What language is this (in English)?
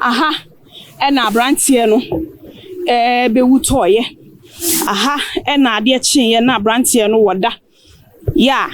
Akan